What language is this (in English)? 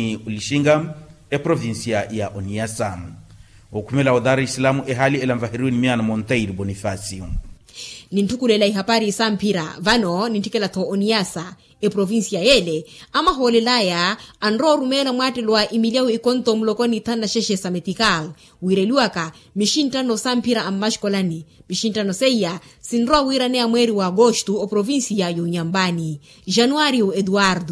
Makhuwa